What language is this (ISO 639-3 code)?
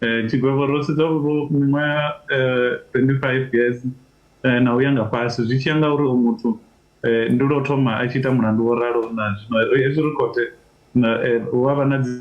ven